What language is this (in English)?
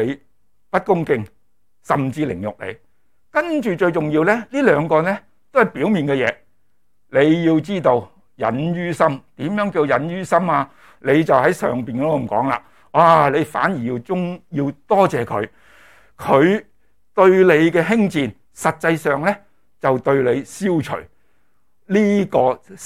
Cantonese